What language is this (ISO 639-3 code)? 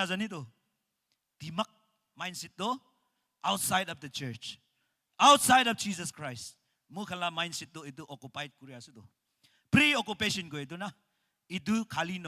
nag